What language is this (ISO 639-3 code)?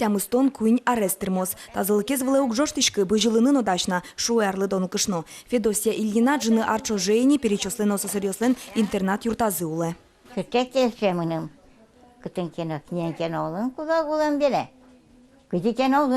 udm